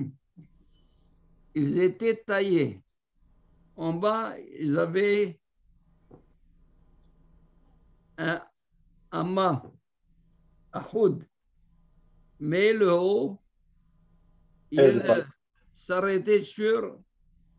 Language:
French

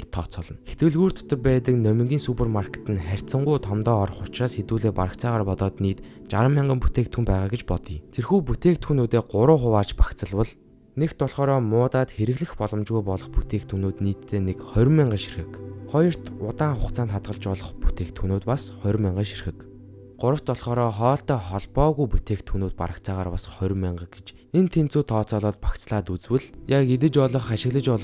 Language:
Mongolian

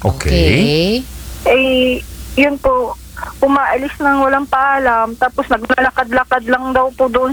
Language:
Filipino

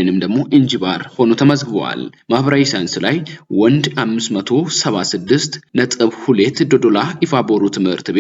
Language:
Amharic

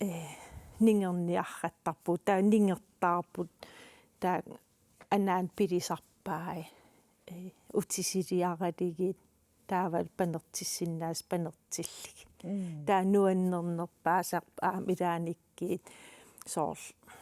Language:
Kalaallisut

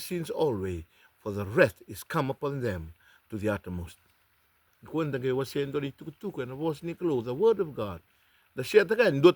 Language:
Fijian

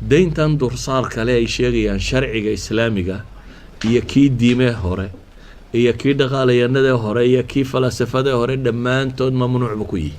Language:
Somali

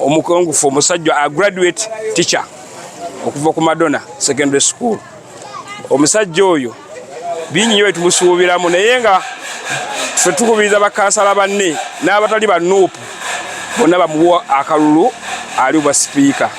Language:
Ganda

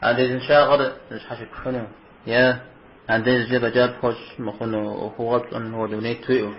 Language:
Kabardian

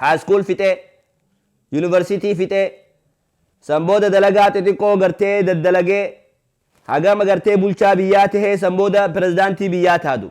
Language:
Oromo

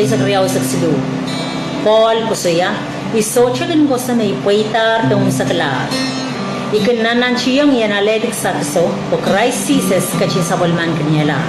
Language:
Pohnpeian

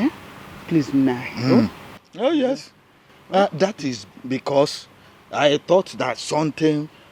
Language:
Nigerian Pidgin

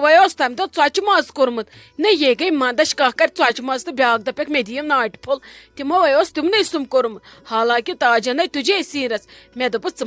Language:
Kashmiri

